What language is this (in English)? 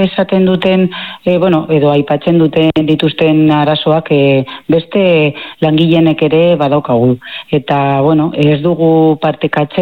Basque